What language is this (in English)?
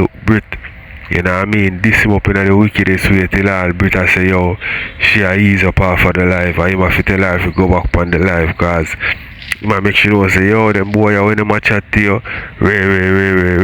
Jamaican Creole English